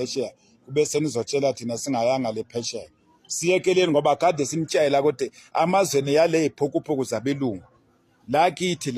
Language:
Zulu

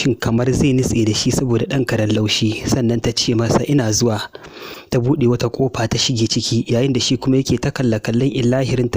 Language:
Hausa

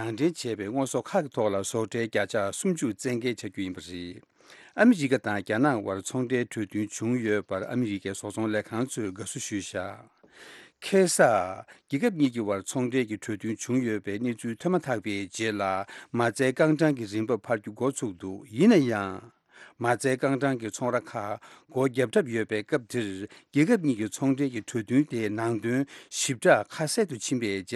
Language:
Tibetan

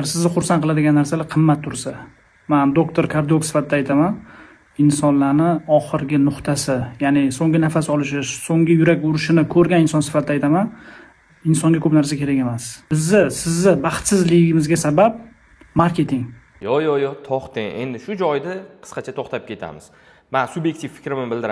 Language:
Uzbek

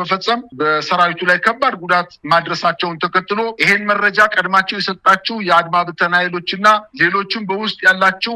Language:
Amharic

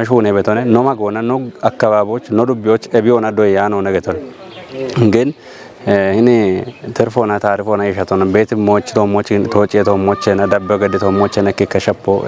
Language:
Kafa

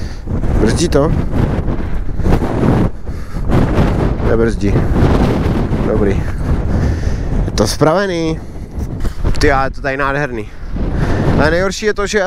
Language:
Czech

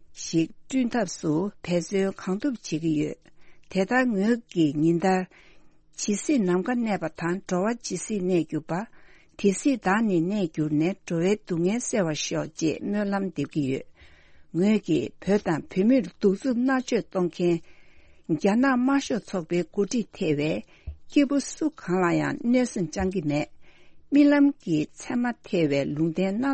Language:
Tibetan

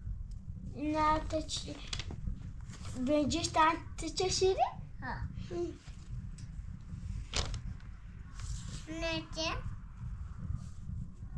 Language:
Persian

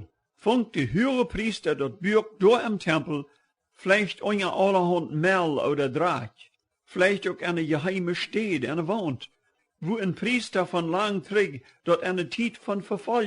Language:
Plautdietsch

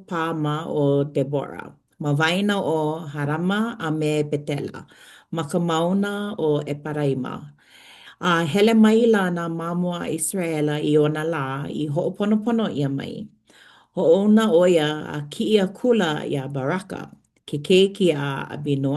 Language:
Hawaiian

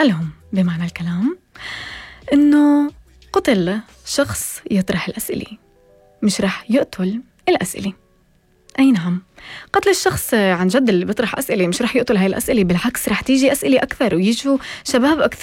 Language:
North Levantine Arabic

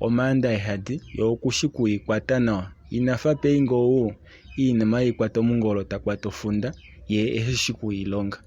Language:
Kuanyama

